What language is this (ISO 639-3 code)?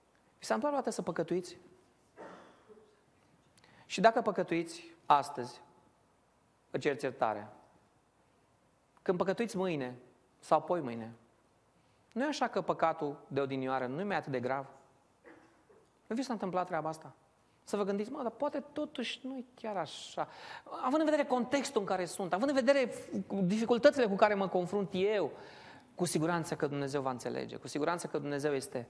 ron